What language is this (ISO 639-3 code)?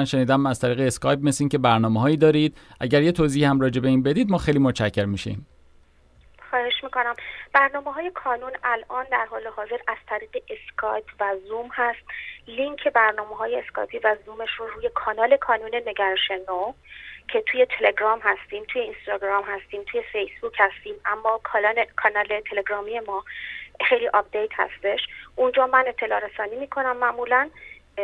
fas